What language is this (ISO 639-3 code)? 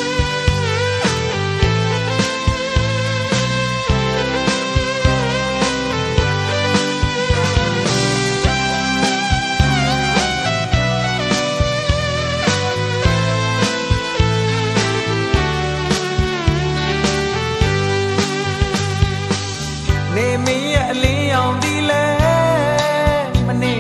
mya